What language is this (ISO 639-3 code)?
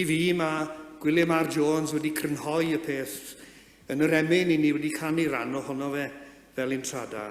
cym